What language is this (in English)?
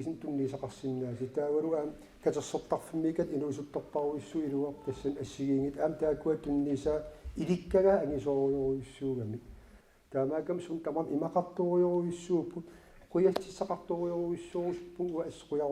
Kalaallisut